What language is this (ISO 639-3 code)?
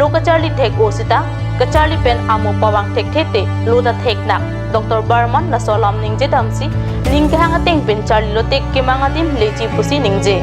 mjw